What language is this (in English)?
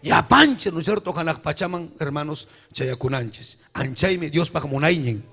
Ayacucho Quechua